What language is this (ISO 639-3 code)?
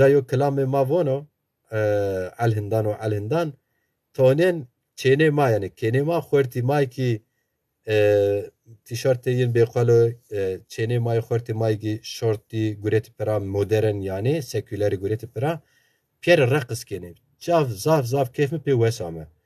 zza